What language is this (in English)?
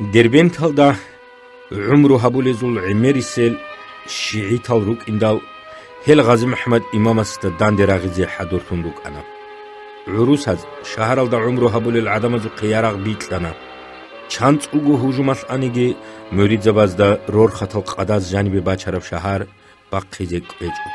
Avaric